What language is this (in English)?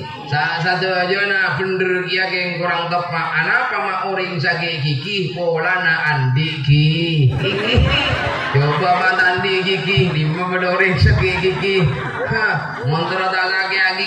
Madurese